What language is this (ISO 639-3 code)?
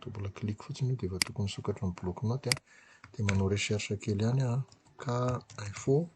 mlg